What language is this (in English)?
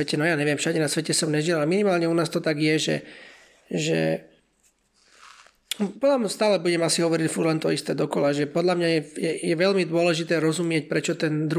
Slovak